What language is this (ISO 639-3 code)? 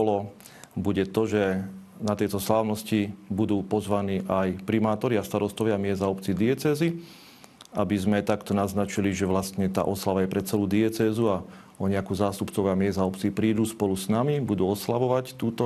slk